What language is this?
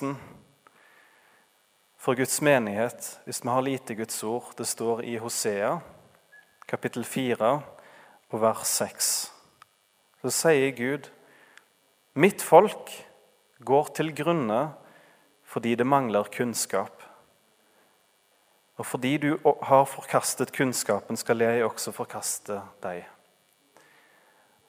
Norwegian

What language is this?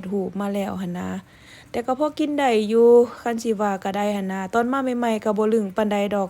Lao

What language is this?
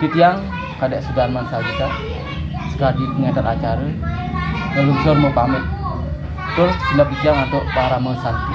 Balinese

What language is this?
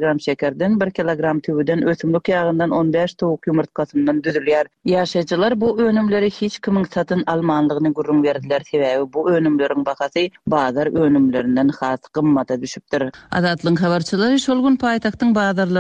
Turkmen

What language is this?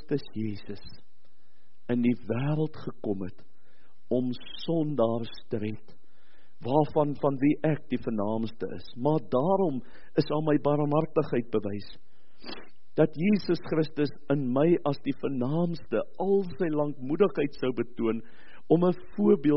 Afrikaans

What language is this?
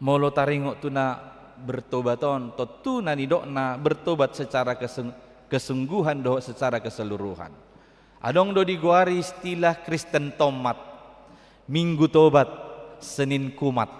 Batak Toba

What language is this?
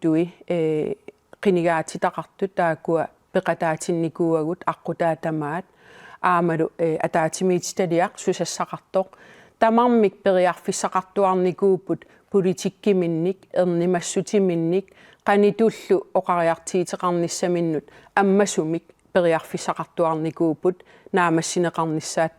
Kalaallisut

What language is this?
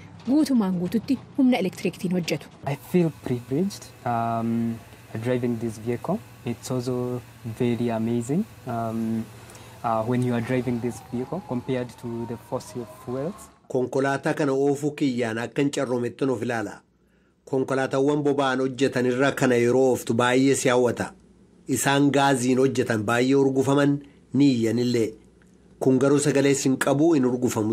Oromo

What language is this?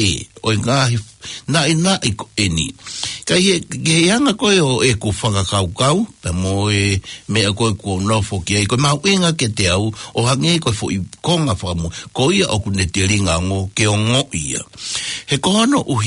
Tongan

